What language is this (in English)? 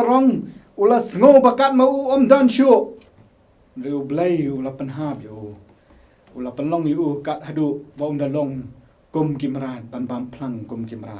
Khasi